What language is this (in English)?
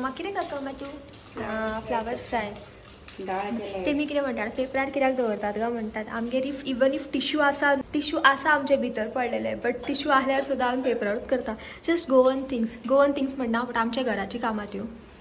Konkani